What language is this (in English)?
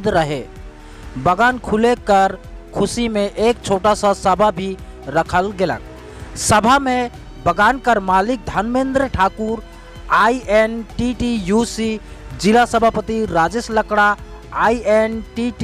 Sadri